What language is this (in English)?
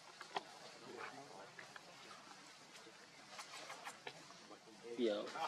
Vietnamese